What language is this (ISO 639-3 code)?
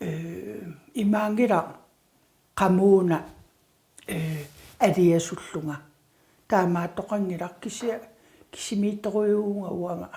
kal